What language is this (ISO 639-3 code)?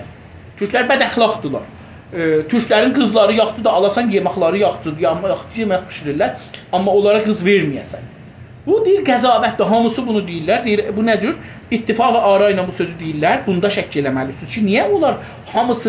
azb